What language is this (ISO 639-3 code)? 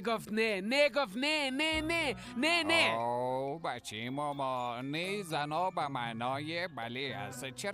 fas